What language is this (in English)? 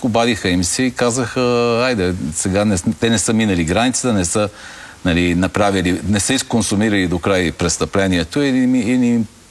Bulgarian